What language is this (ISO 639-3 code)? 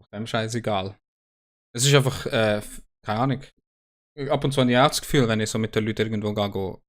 gsw